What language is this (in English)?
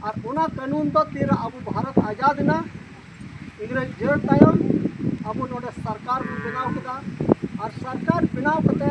Santali